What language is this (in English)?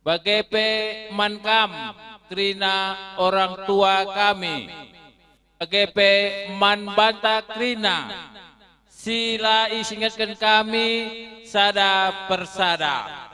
Batak Karo